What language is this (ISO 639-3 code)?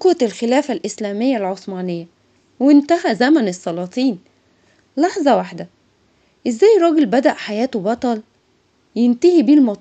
arz